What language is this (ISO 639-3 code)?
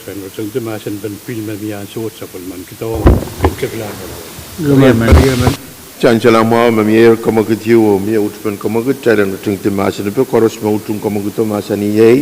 pon